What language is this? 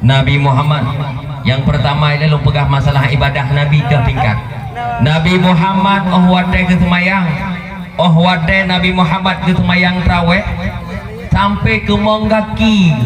Achinese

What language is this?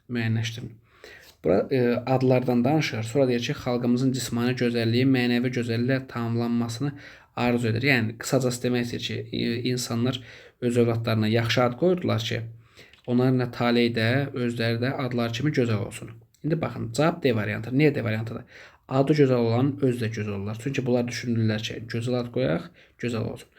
Azerbaijani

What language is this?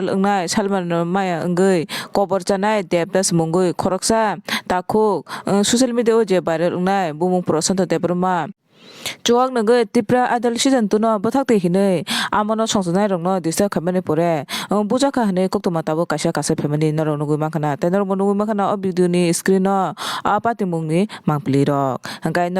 Kok Borok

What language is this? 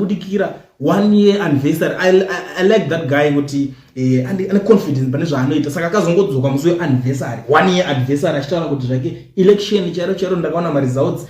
Shona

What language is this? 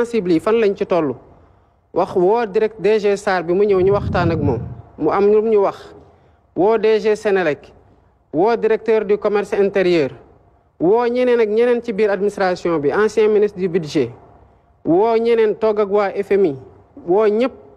Wolof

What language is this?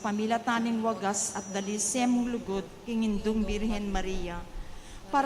Pampanga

